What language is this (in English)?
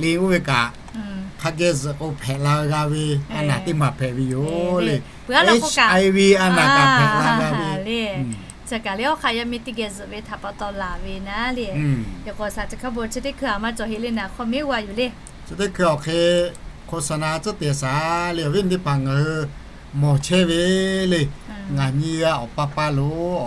Lahu